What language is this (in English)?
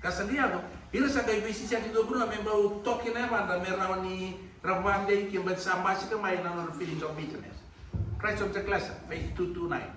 Fijian